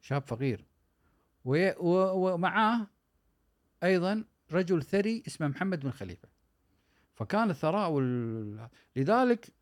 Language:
Gulf Arabic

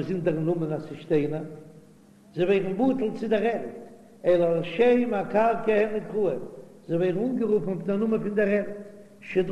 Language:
Yiddish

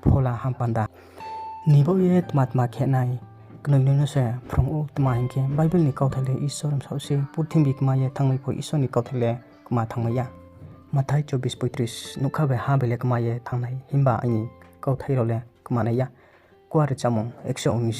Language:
Riang (India)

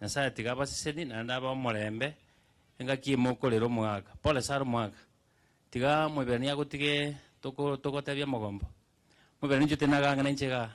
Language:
Gusii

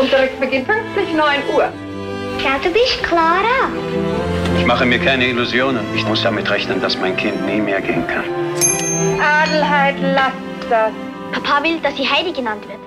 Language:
Swiss German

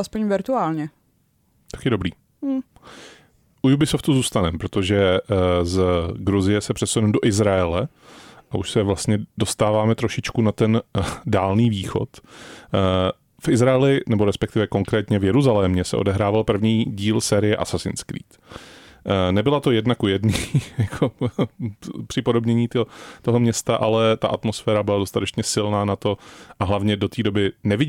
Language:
Czech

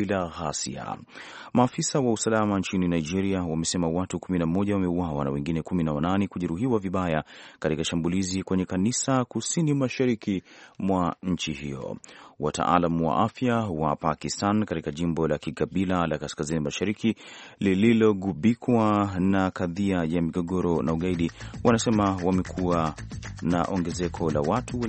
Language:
Swahili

